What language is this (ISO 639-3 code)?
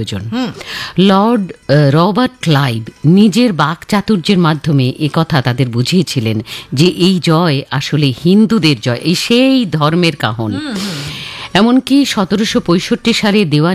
ben